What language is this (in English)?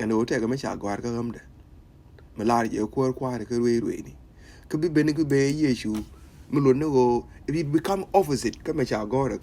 Nuer